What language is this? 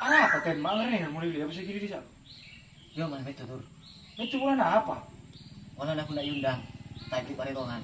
Madurese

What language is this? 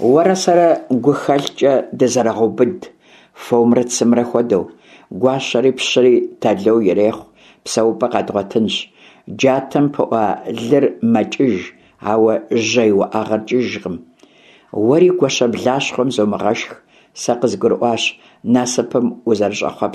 Kabardian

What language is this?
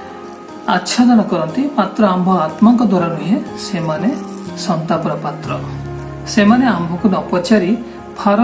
Odia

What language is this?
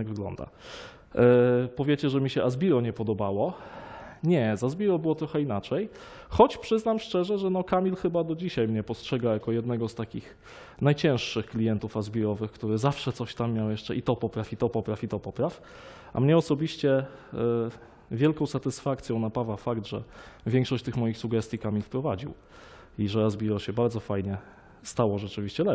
Polish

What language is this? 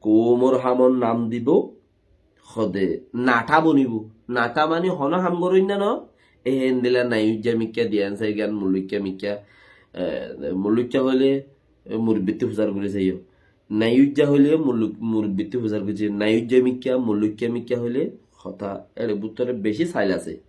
Rohingya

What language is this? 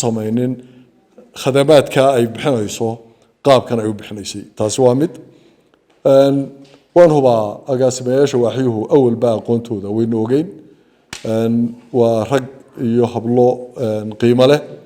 Somali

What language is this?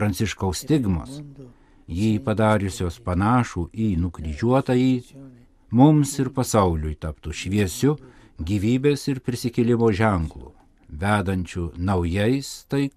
Lithuanian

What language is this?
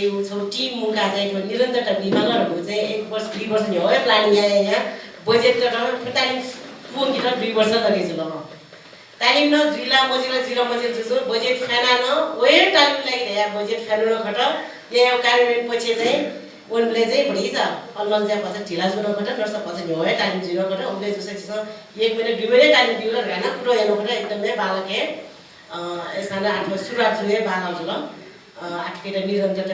Newari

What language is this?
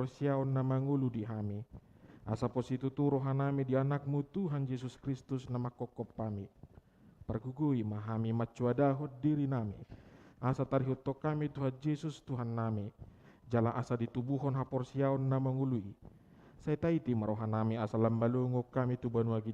Batak Toba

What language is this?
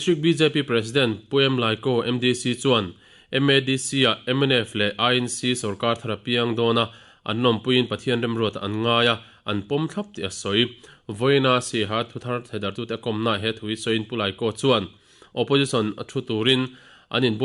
Mizo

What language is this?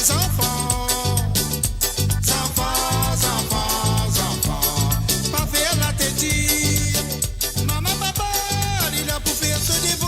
Morisyen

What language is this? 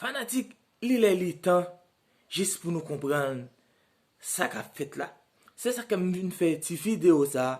Haitian Creole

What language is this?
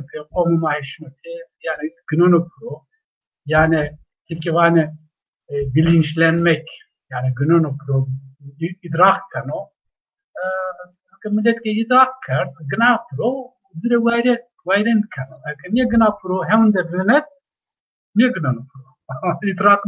Zaza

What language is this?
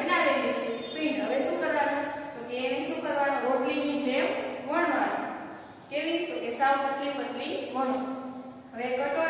Gujarati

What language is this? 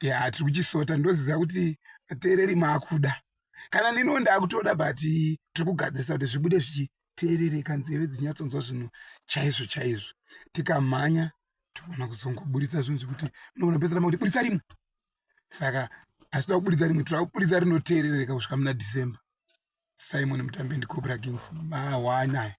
Shona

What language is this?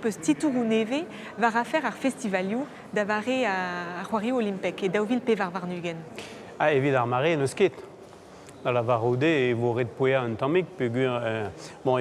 Breton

